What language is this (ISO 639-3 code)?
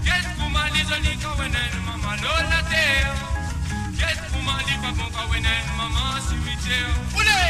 mfe